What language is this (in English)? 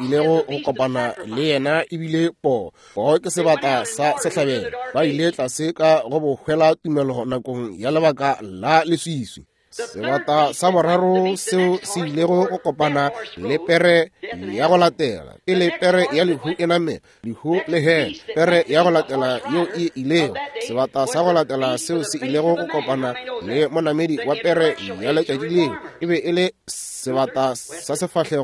Northern Sotho